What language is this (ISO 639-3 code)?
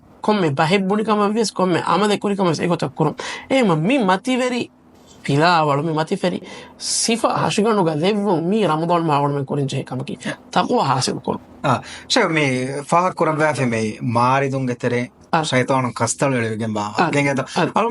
div